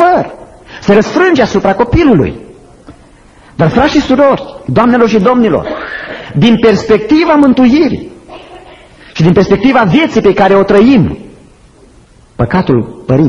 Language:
Romanian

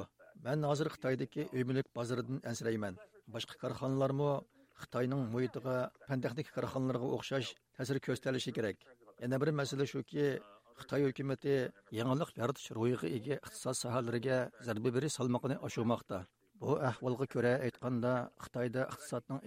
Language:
Uyghur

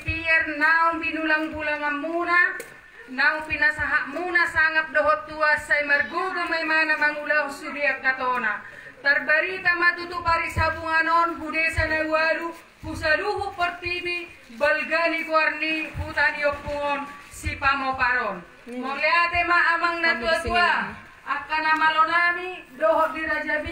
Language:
Batak Toba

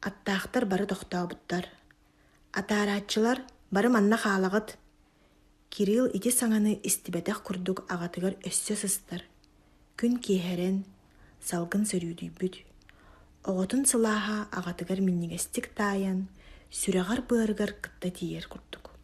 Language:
Yakut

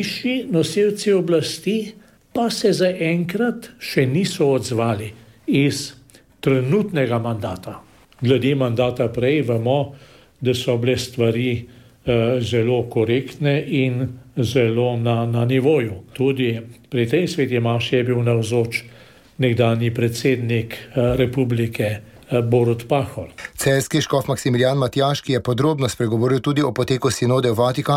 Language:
Slovenian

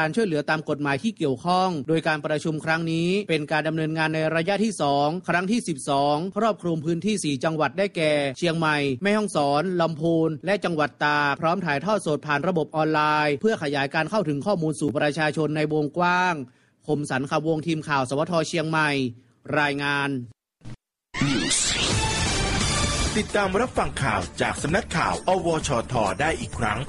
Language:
Thai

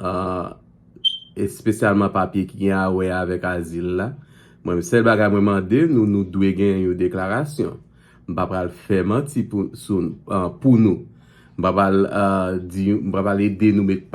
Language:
Haitian Creole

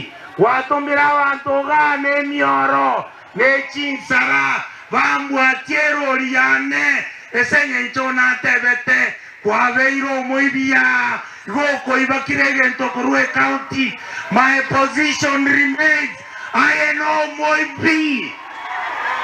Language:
Gusii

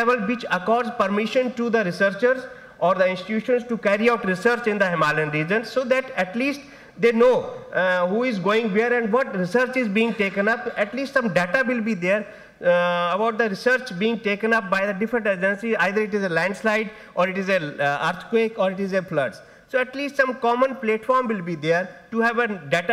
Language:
English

